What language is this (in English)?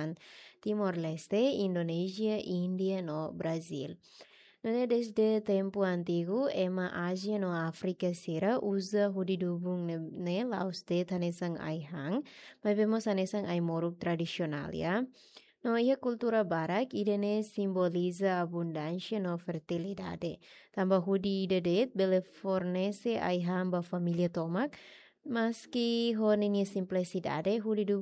Tetum